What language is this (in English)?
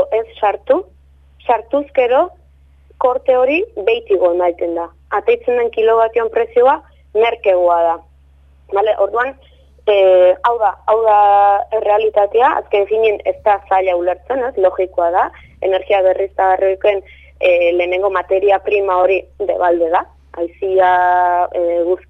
Basque